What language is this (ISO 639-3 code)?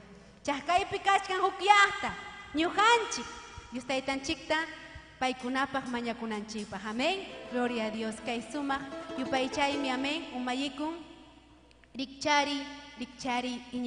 quy